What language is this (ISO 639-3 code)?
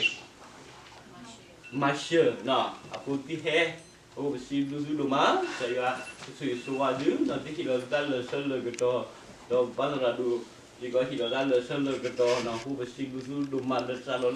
ksw